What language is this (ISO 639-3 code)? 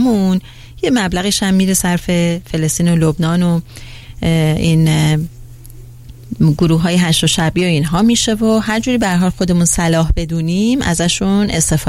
fas